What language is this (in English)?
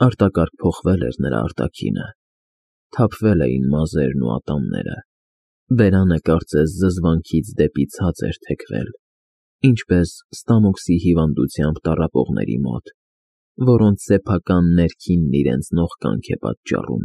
Armenian